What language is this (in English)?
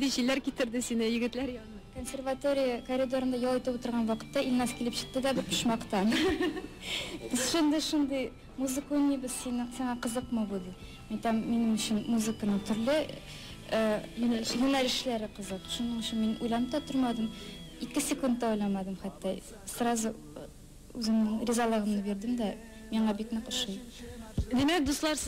Tatar